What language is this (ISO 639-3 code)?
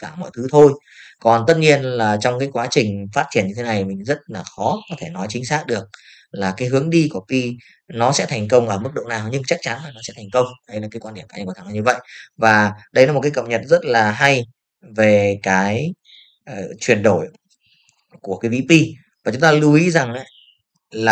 vie